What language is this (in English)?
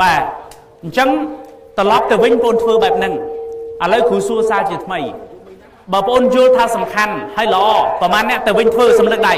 Khmer